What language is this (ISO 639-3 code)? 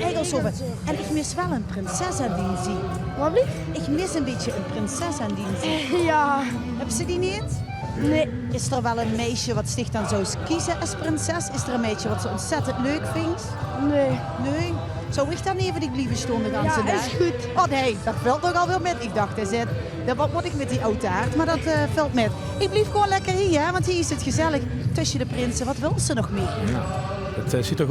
lim